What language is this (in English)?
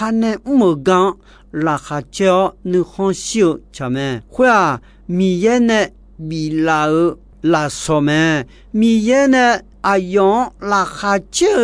Akha